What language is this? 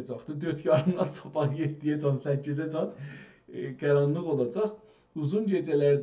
South Azerbaijani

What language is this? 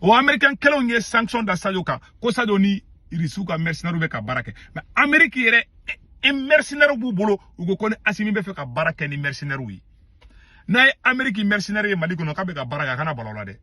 Bambara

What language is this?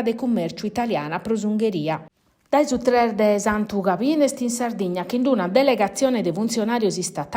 Sardinian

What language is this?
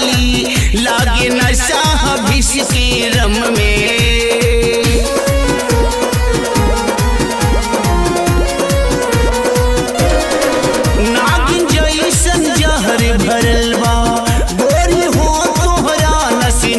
Bhojpuri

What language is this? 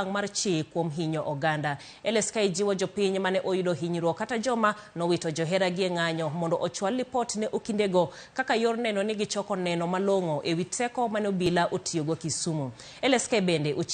Luo (Kenya and Tanzania)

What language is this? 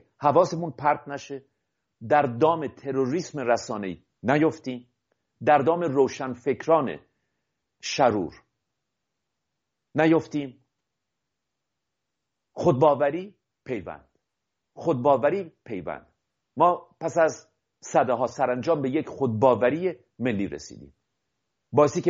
Persian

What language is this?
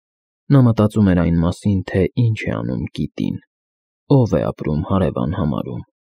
Armenian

